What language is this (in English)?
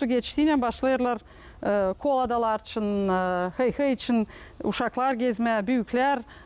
Gagauz